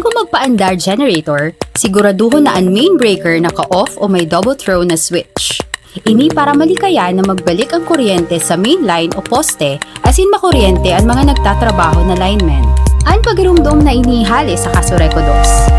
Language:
Bikol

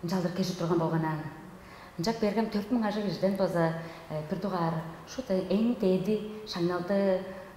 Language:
Tuvinian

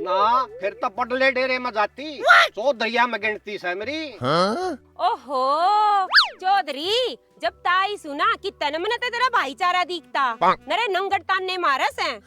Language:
Haryanvi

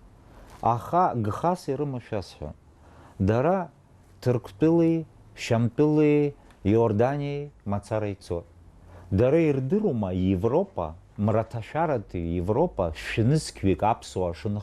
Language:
Abkhazian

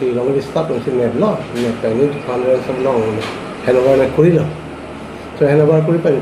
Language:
Karbi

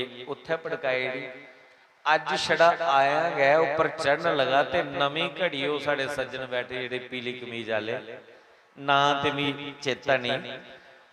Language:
Dogri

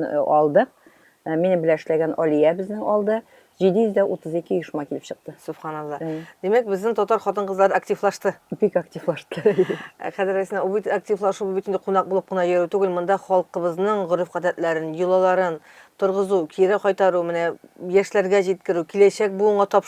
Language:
Tatar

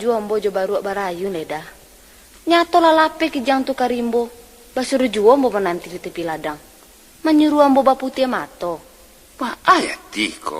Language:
Minangkabau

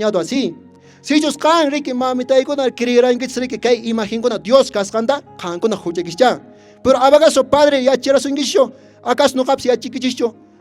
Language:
Quechua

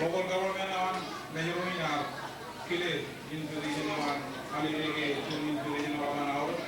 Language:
Marshallese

